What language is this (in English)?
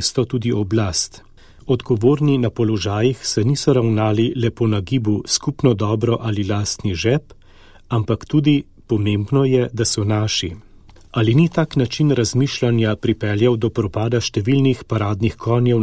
Slovenian